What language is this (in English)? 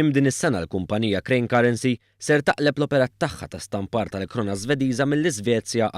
Maltese